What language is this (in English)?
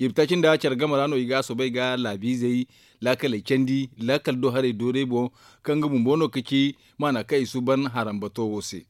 Zarma